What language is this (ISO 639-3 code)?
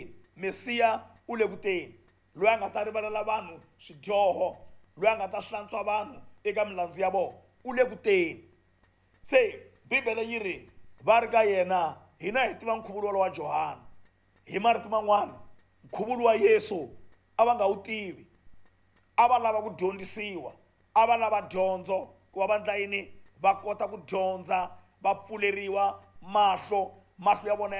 tso